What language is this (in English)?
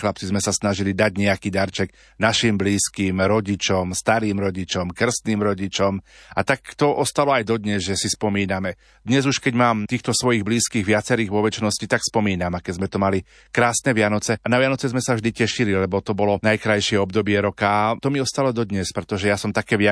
Slovak